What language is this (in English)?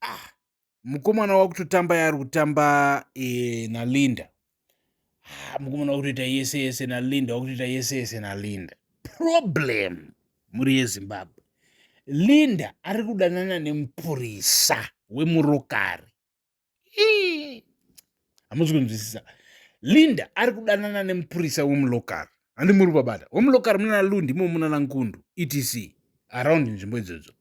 Shona